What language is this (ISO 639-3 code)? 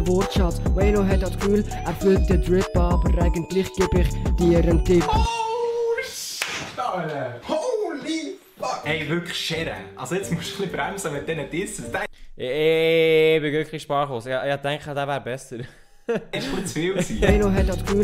gsw